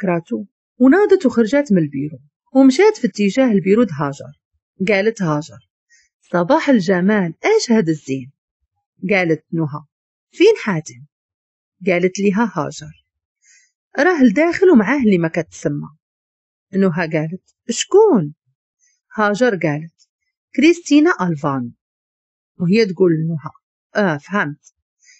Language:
Moroccan Arabic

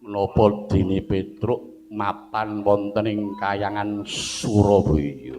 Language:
Javanese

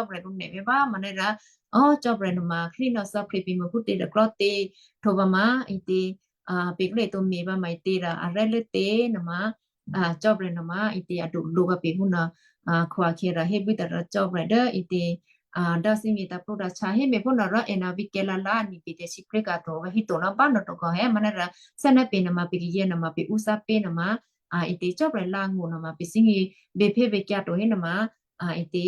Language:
Western Kayah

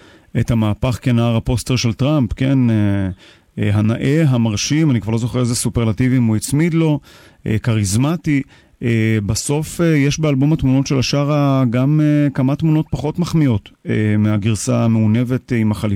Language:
Hebrew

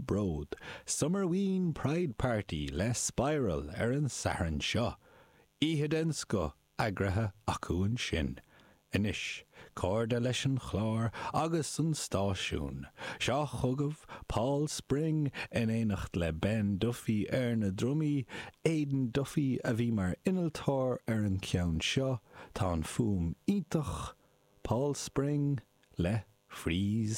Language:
Irish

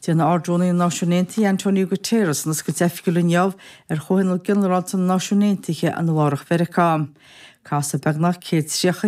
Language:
Irish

